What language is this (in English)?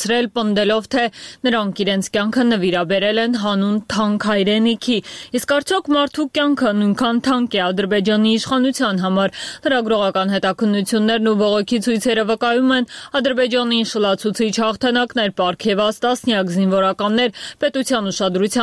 Armenian